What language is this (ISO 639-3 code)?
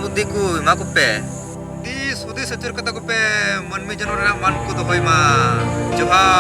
sat